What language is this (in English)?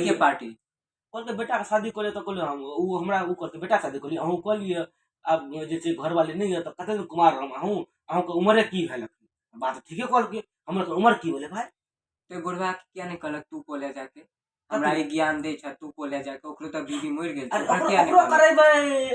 Maithili